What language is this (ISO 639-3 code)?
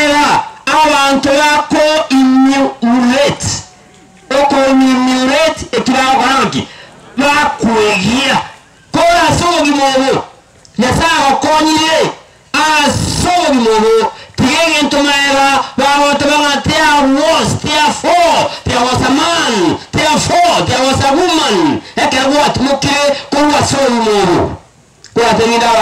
guz